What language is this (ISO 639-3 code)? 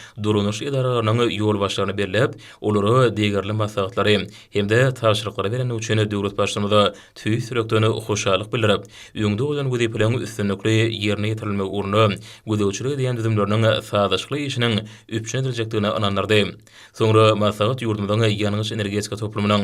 tuk